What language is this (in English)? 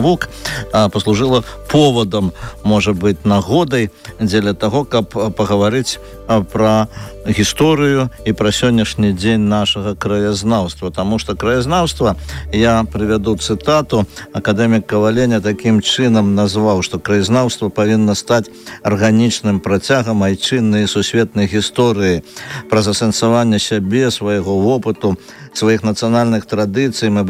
Belarusian